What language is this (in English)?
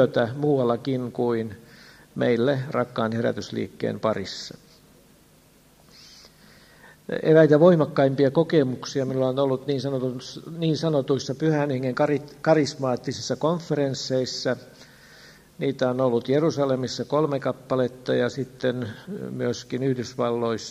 Finnish